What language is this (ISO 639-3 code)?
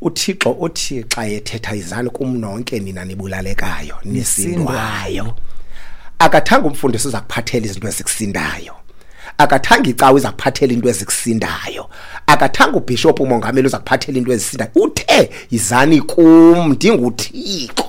xho